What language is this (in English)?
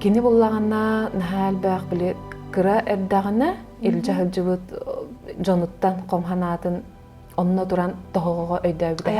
Yakut